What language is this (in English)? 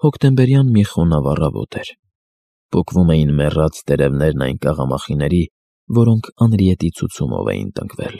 Armenian